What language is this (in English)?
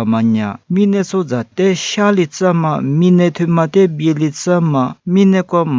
Lisu